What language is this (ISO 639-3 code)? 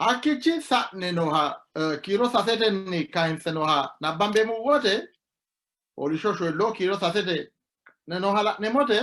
sid